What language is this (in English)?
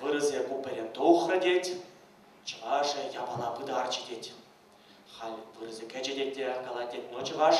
Chuvash